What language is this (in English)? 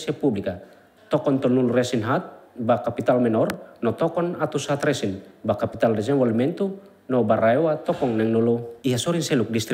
Tetum